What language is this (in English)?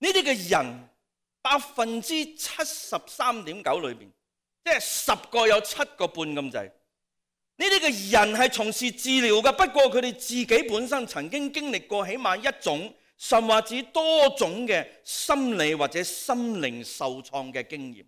Cantonese